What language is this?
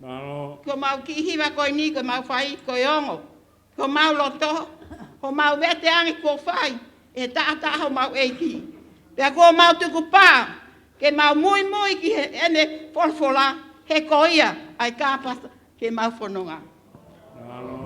Tongan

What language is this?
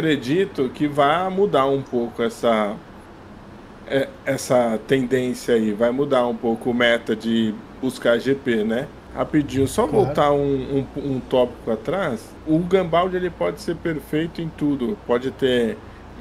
Portuguese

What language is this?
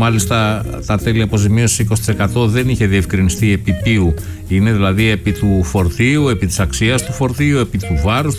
Greek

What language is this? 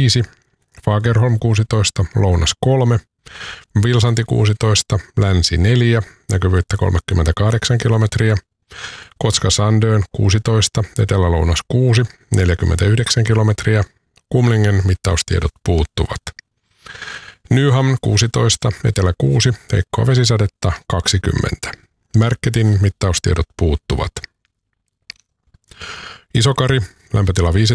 Finnish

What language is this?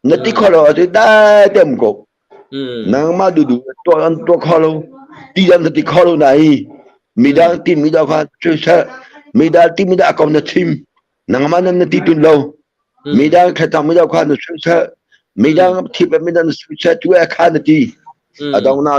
Hakha Chin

